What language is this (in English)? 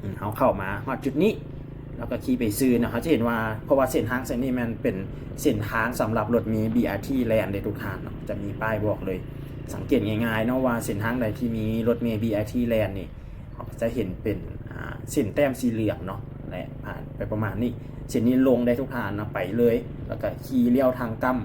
Lao